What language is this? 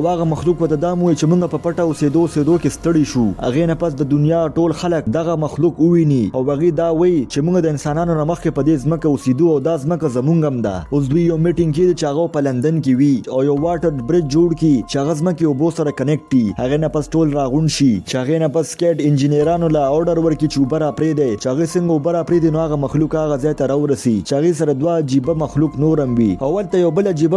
Pashto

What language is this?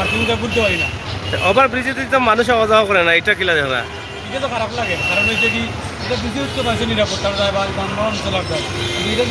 Sylheti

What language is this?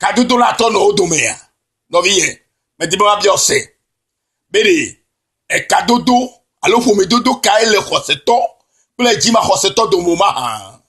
Ewe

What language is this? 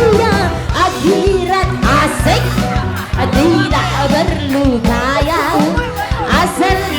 Musi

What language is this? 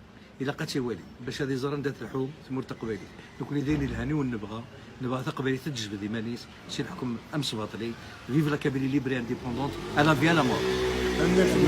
Kabyle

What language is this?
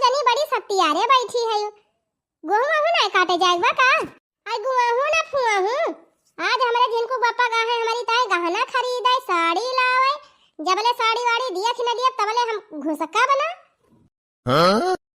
Awadhi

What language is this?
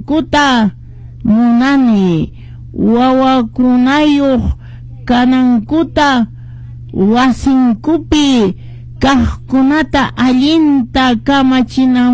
Quechua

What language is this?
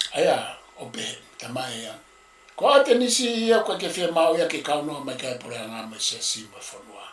Tongan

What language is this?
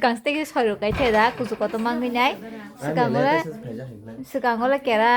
Kok Borok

